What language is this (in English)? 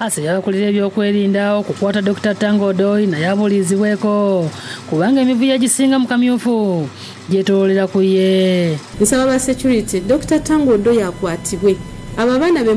Ganda